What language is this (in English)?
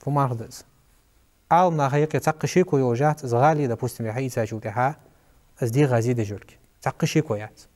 Ingush